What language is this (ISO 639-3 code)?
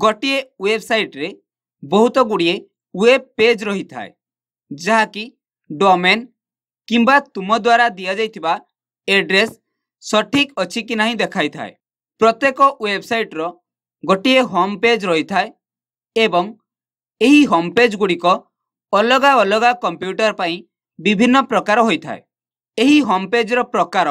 ori